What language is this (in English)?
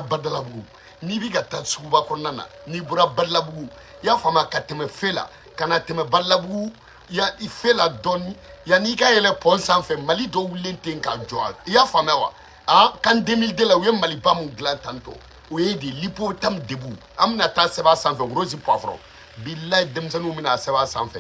Bambara